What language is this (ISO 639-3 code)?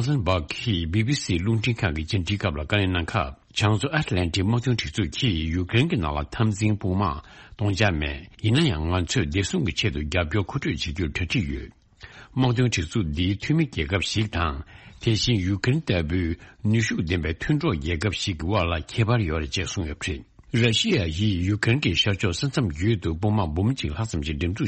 bod